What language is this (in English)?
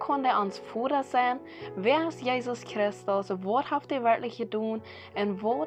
Plautdietsch